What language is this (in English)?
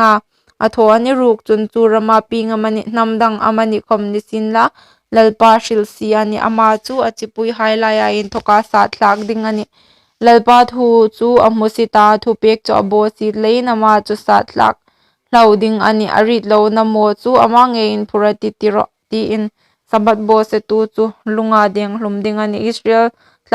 Hmar